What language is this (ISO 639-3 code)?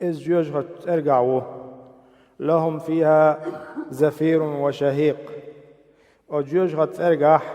che